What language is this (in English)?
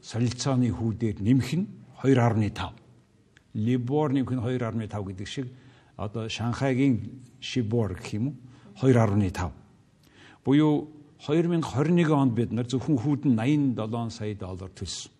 Mongolian